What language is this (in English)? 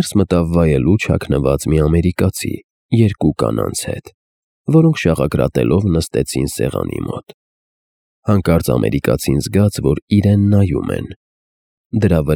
Armenian